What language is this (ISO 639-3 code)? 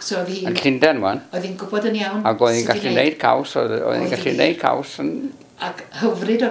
cym